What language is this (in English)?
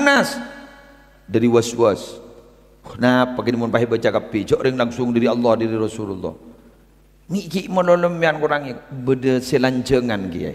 Madurese